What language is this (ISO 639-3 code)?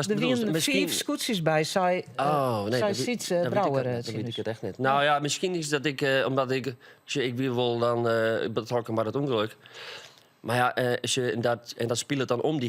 fry